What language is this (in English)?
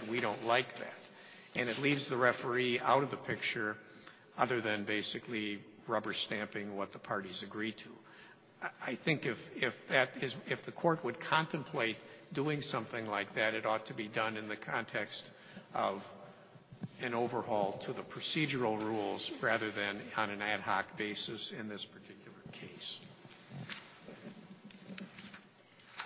English